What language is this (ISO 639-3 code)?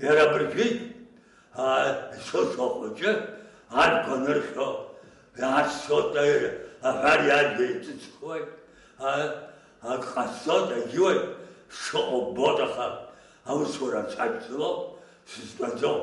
abk